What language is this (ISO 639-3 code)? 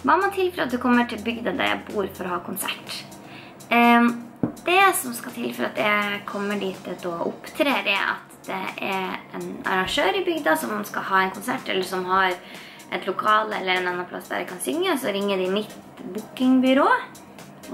nor